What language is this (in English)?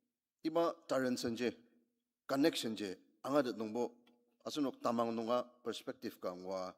Ao Naga